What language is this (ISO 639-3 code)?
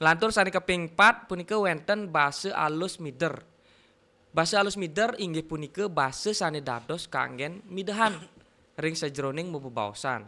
ban